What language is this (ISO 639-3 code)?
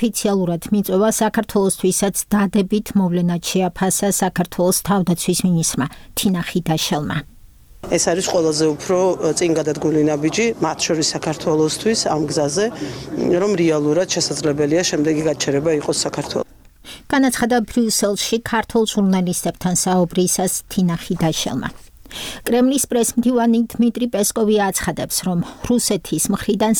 kat